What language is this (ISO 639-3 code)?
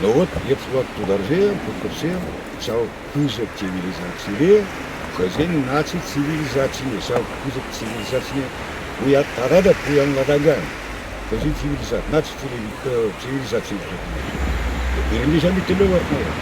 chv